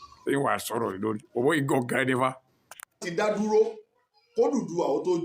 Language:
Yoruba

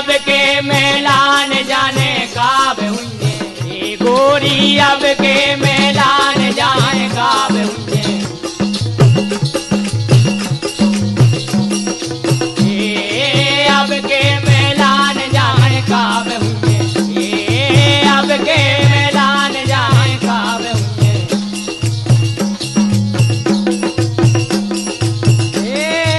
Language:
Bundeli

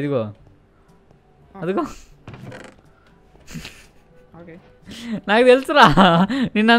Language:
Telugu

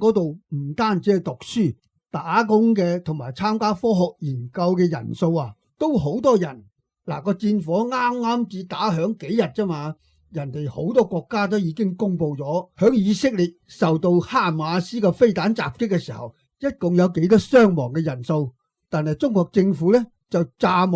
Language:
Cantonese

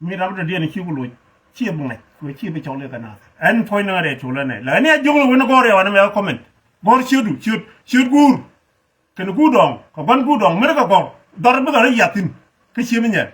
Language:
Nuer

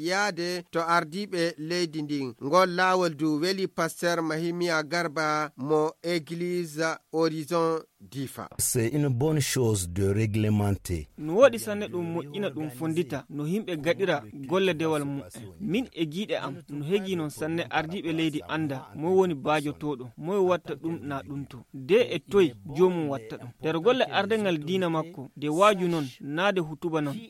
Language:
Nigerian Fulfulde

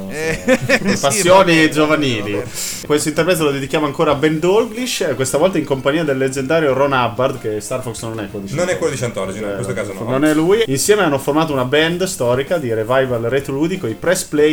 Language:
Italian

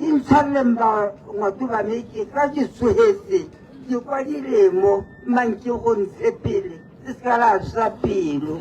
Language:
Tswana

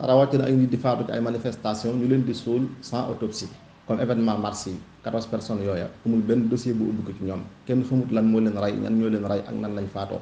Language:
Wolof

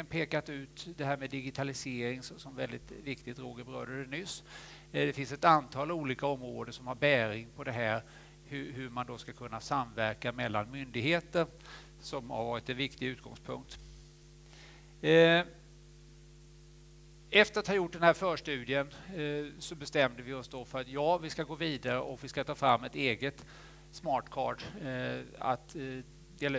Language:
Swedish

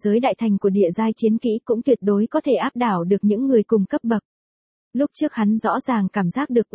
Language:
Vietnamese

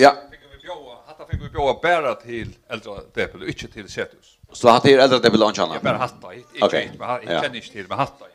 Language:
Faroese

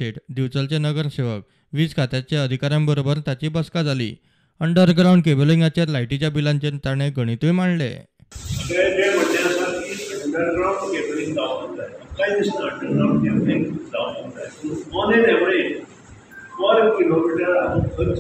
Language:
Konkani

